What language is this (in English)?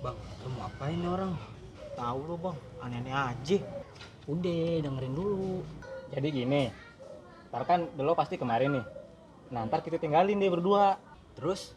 Betawi